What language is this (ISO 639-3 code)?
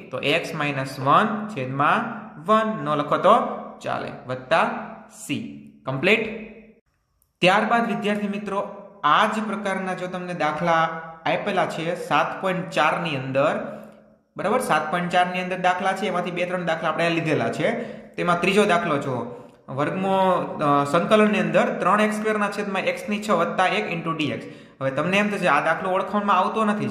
guj